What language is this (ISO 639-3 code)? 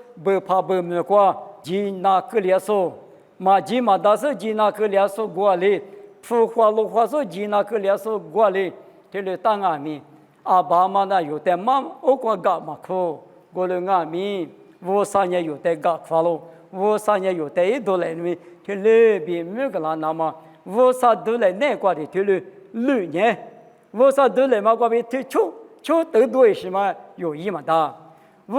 lis